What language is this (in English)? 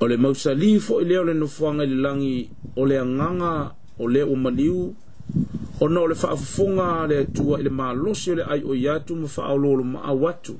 Samoan